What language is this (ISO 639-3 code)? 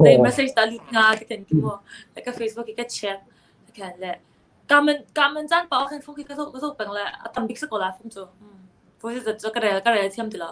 cnh